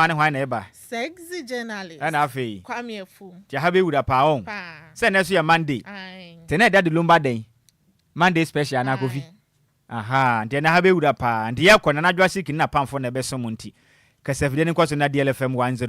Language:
Akan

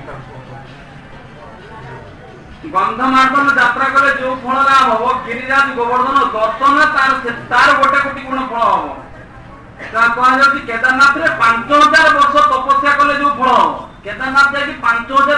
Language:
Odia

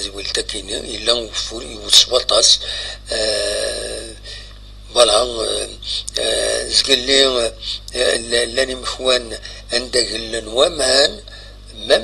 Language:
Kabyle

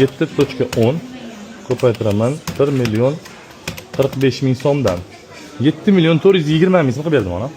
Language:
Uzbek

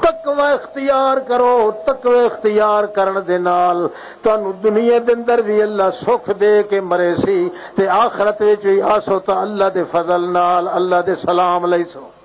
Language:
Western Panjabi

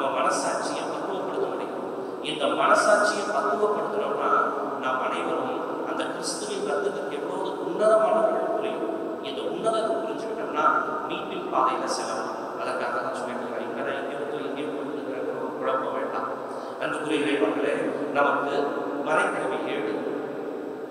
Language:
Tamil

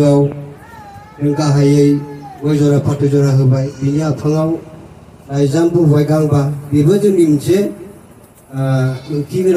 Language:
Bodo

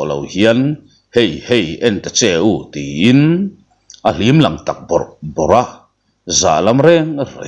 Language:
Mizo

